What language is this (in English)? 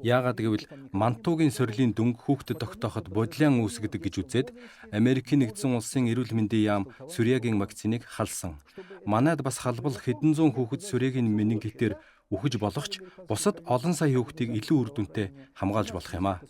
Mongolian